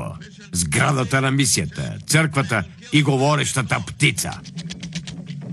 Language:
Bulgarian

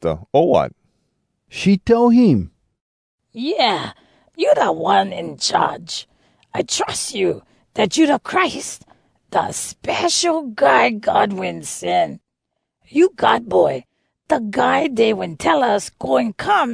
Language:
Hawai'i Creole English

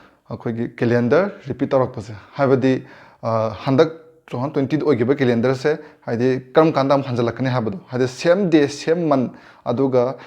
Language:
Manipuri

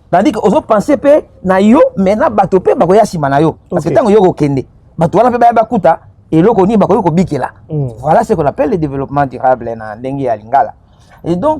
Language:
Lingala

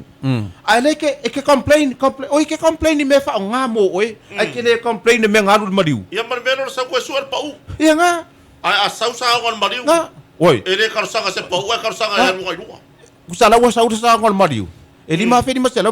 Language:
Samoan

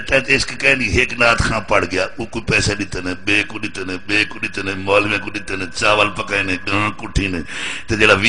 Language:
Saraiki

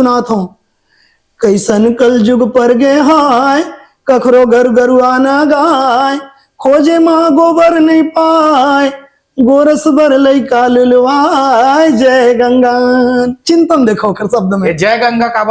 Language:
Chhattisgarhi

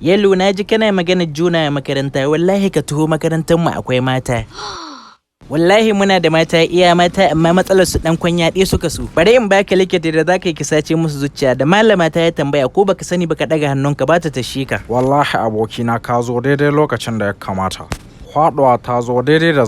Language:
Hausa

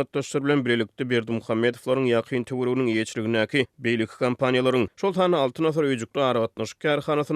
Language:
Turkmen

